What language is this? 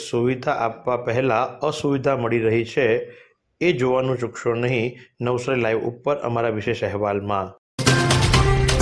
Gujarati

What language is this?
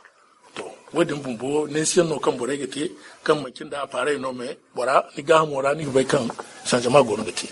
Zarma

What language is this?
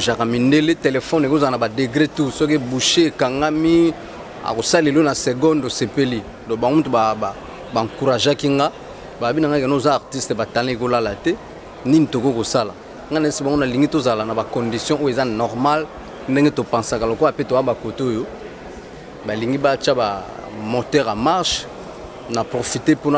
Lingala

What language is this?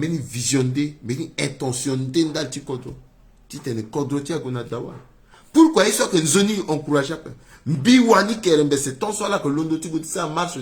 Sango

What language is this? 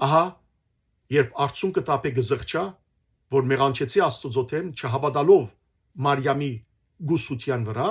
Western Armenian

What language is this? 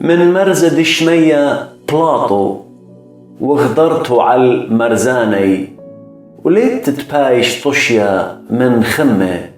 Assyrian Neo-Aramaic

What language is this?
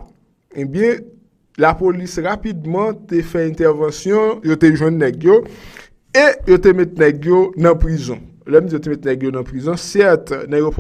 Haitian Creole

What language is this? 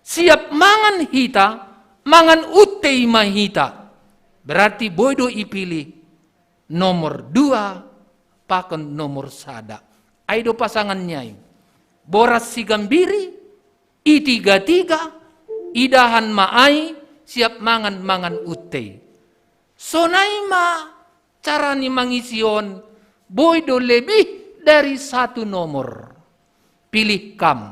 Batak Simalungun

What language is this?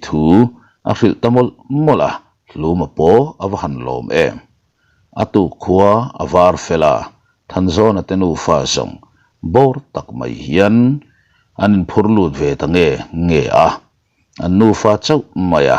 Mizo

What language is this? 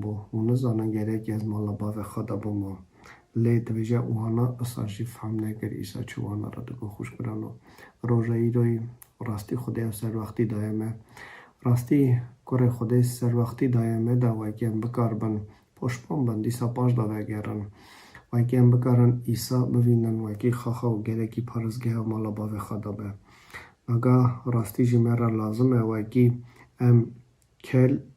Kurdish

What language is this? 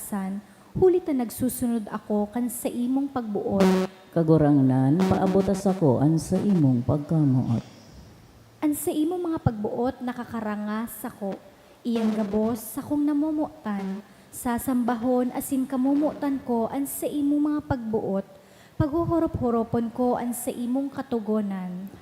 Bikol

